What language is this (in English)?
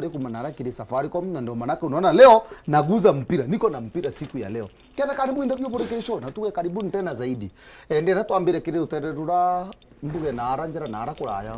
Meru